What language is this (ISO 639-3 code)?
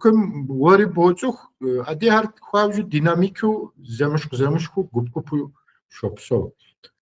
kbd